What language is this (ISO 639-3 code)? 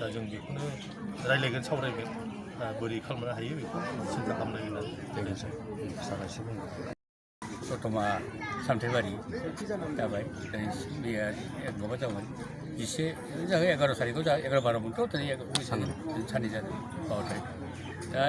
brx